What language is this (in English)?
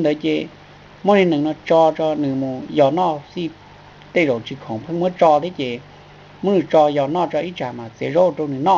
Hmong